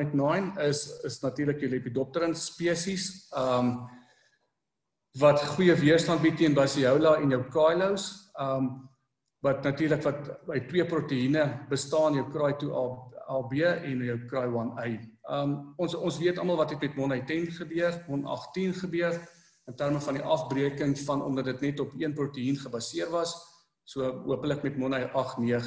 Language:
Afrikaans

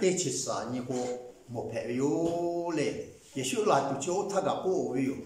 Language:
Lahu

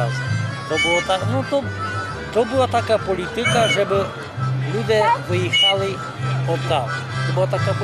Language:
Rusyn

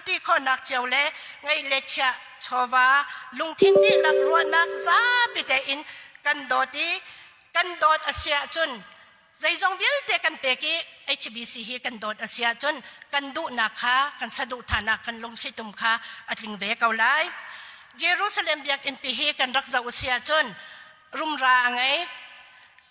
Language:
Hakha Chin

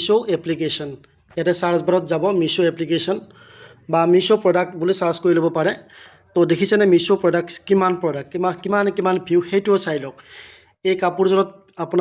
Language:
Assamese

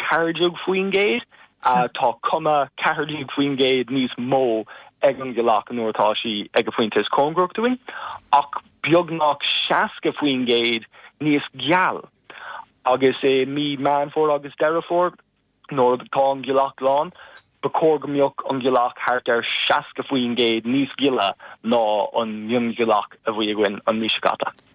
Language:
Irish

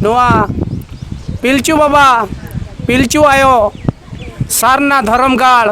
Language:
Santali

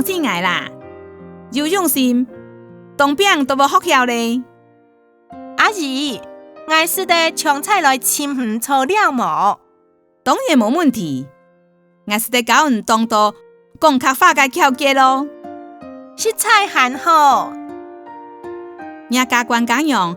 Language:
Hakka Chinese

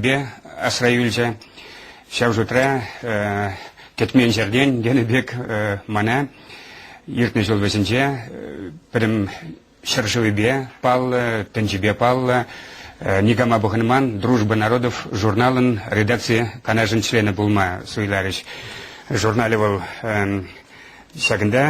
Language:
Chuvash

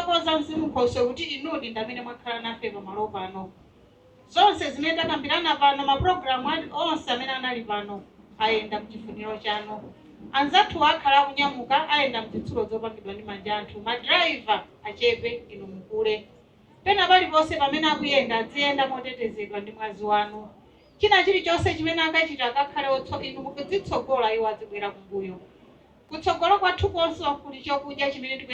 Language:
Nyanja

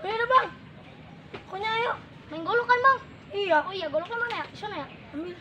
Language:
Betawi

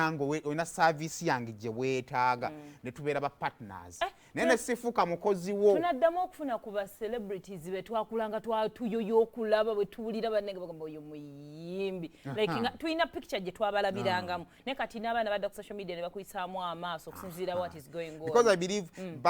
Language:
Ganda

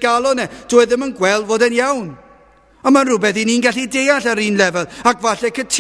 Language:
Welsh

